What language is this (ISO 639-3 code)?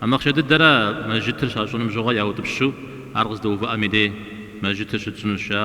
kbd